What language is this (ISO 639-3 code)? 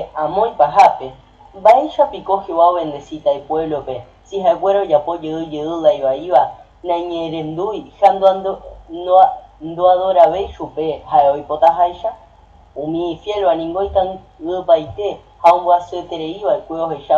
grn